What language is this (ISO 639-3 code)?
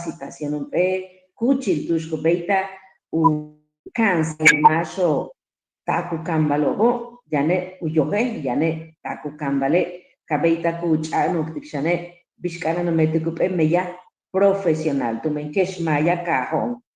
yua